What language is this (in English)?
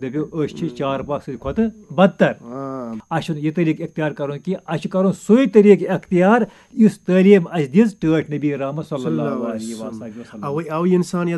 Kashmiri